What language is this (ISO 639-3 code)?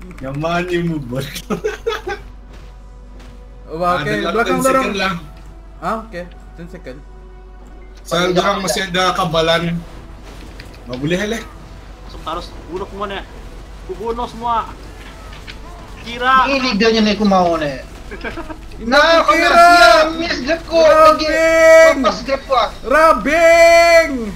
msa